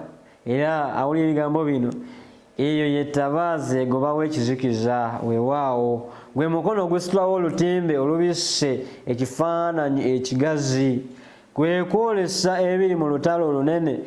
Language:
Ganda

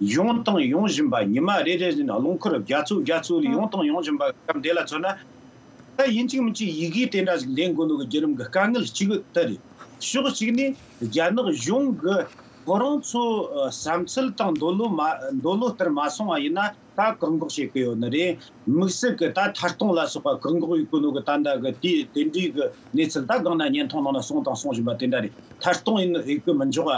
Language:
Tibetan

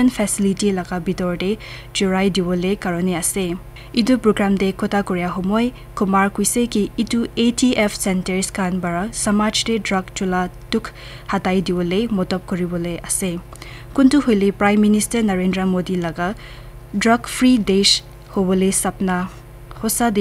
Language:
Naga Pidgin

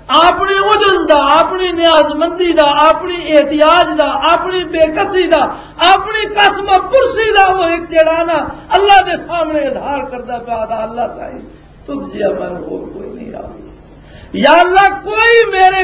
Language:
Western Panjabi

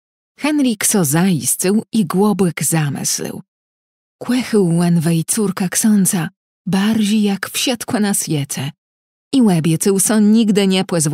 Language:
Kashubian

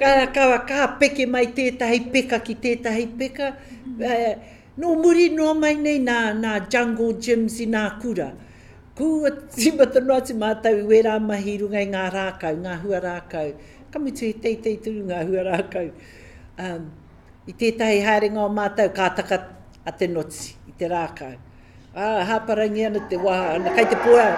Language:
Māori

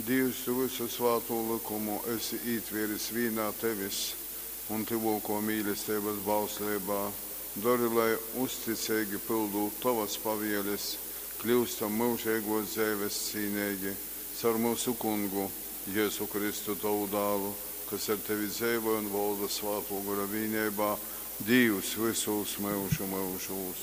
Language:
Latgalian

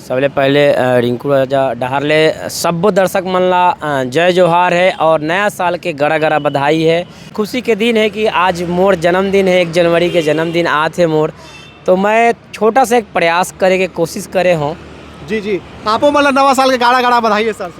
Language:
Chhattisgarhi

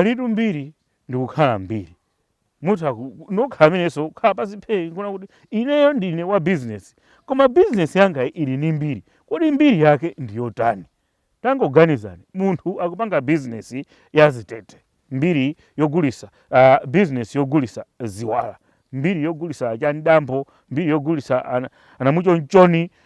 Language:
Nyanja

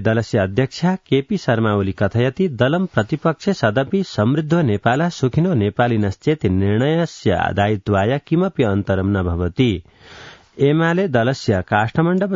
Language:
Sanskrit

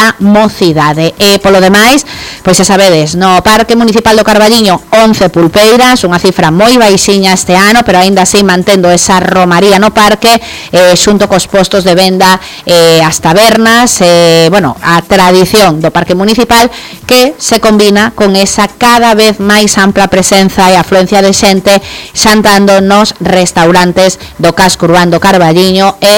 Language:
Galician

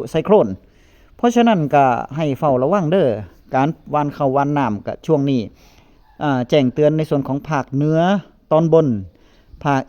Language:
Northeastern Thai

